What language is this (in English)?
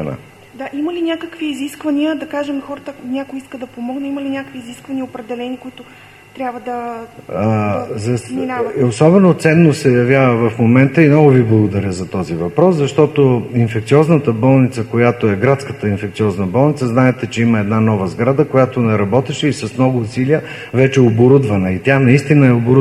Bulgarian